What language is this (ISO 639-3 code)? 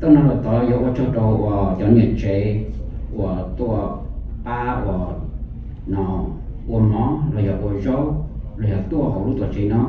hmn